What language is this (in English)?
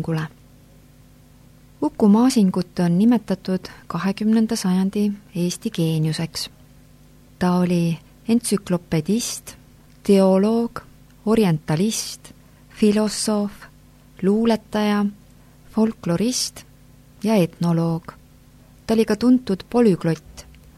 Estonian